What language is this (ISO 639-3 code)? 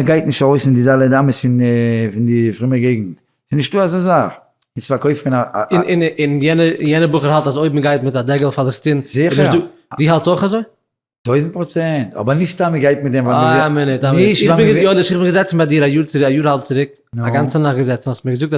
yid